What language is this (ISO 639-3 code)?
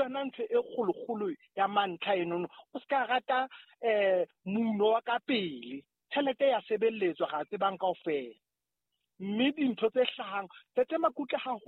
sot